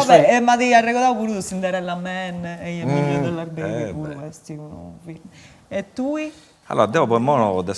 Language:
Sardinian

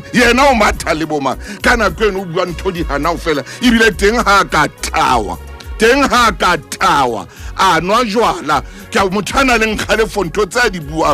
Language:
Southern Sotho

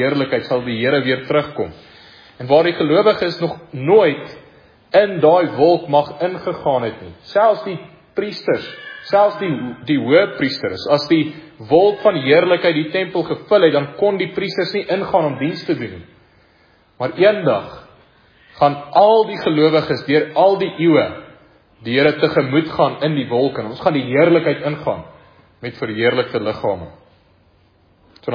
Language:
Afrikaans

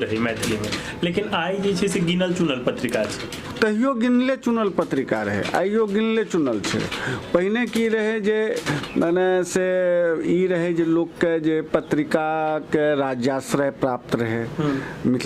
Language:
Maithili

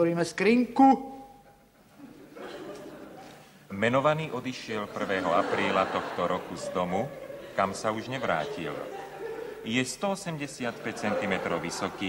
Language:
Slovak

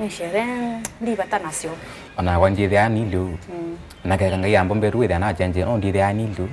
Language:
Kamba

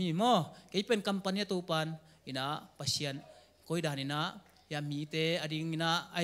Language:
Tedim Chin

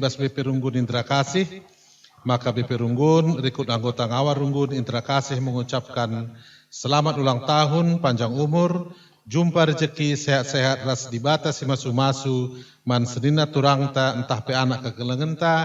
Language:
Batak Karo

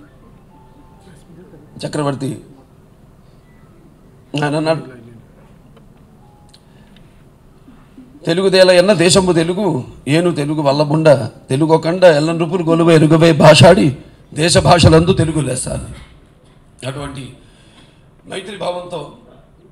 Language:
Telugu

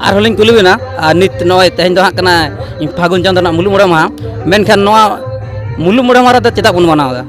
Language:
Santali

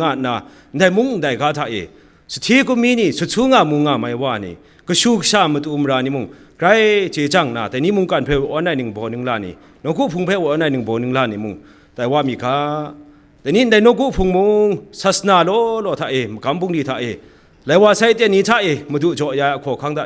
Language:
Kachin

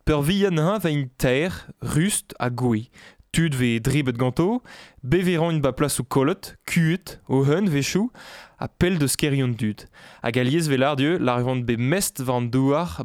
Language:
Breton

